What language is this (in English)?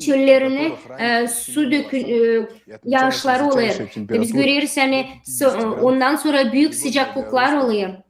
Gagauz